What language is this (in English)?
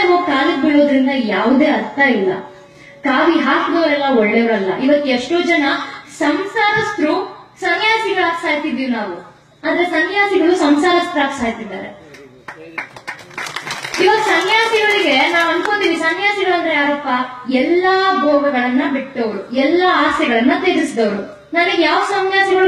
Kannada